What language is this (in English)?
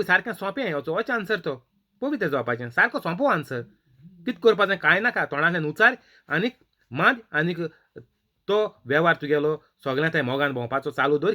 Konkani